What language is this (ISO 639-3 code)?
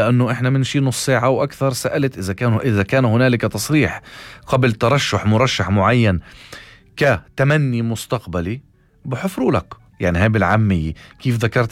apc